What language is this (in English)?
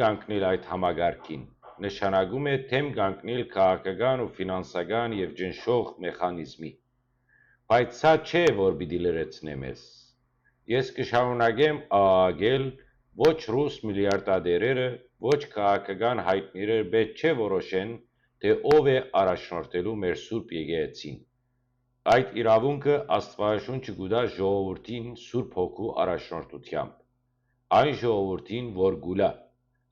Western Armenian